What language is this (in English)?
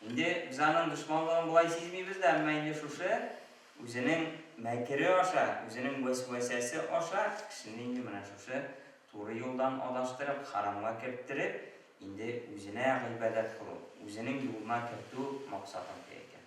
Tatar